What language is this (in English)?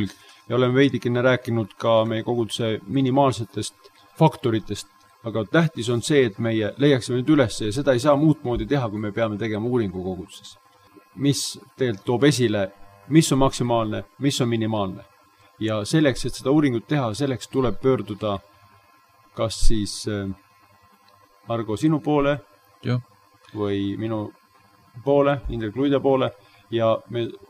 Estonian